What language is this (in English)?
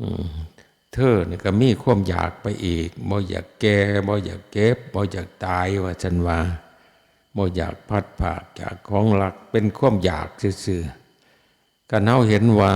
Northeastern Thai